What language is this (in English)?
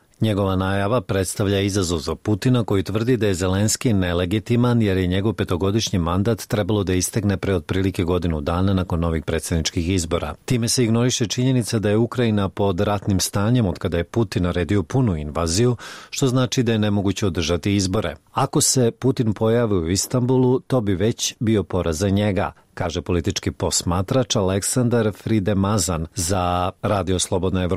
Bosnian